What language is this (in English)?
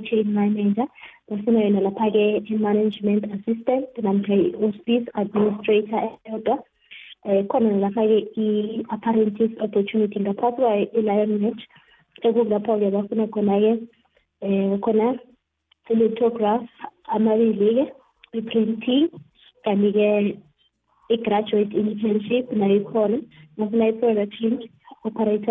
South Ndebele